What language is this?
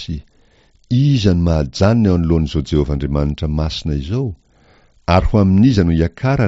Malagasy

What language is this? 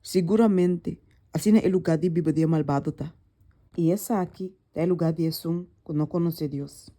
Papiamento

